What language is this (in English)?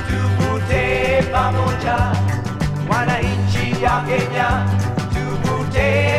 Swahili